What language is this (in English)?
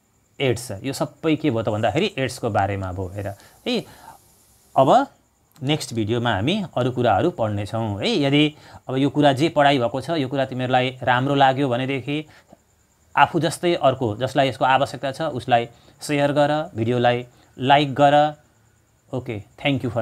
Nepali